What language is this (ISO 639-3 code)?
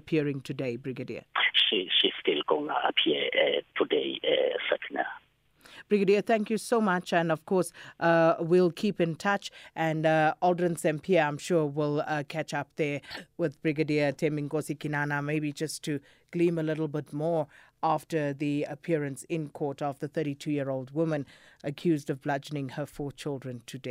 eng